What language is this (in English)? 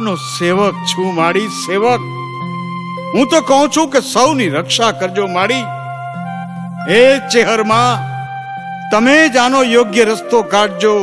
Gujarati